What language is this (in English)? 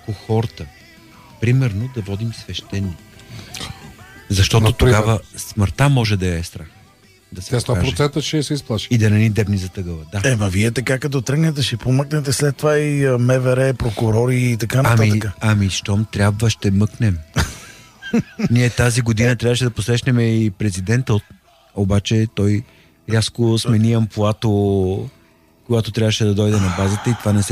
Bulgarian